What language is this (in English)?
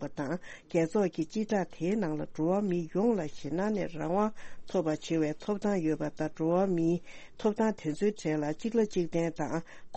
Tibetan